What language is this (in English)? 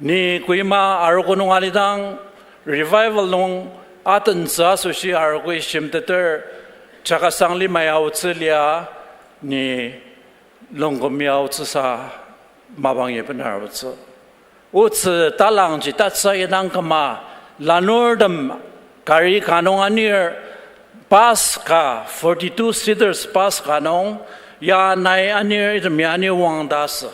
Ao Naga